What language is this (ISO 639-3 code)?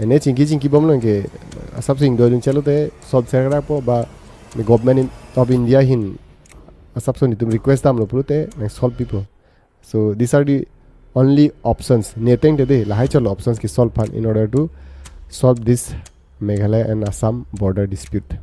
mjw